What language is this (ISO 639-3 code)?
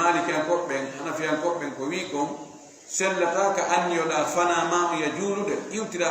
ful